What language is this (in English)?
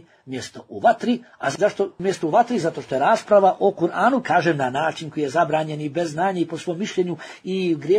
Bosnian